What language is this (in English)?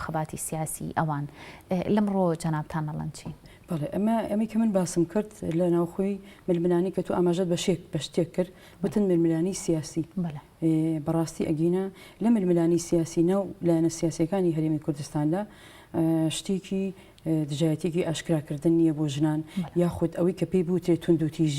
Central Kurdish